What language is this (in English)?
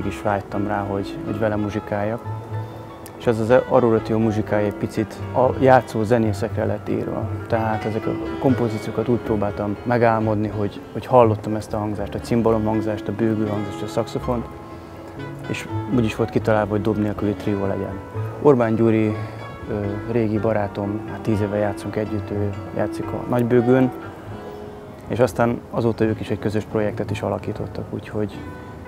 Hungarian